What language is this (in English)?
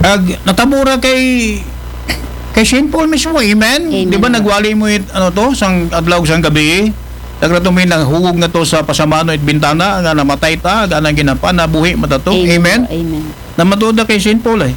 Aklanon